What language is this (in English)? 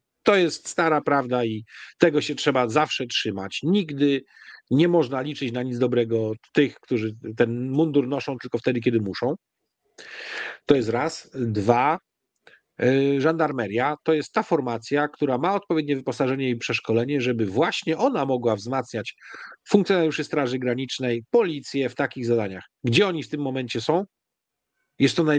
Polish